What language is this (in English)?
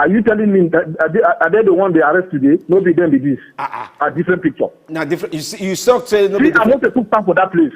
Nigerian Pidgin